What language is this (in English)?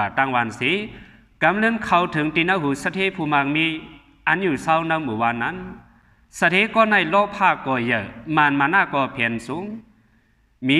Shan